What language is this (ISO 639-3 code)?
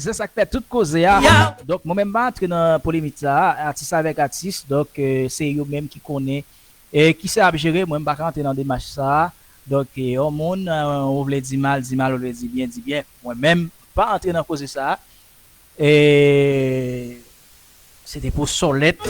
hat